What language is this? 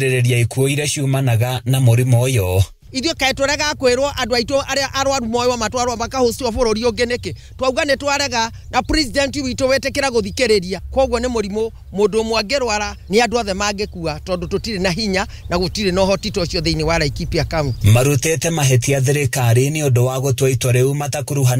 Kikuyu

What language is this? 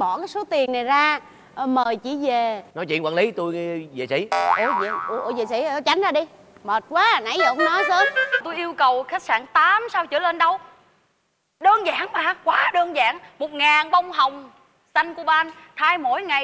Vietnamese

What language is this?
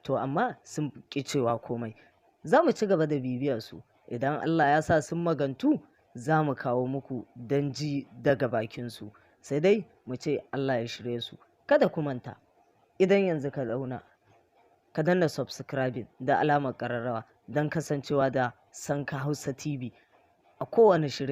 Hausa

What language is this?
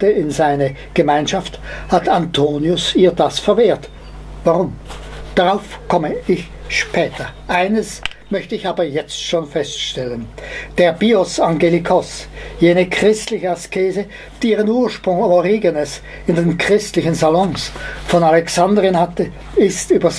German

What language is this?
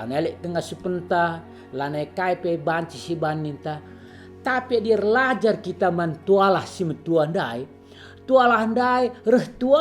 Batak Karo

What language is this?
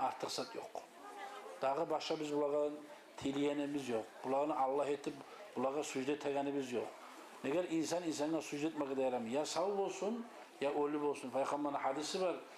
Kumyk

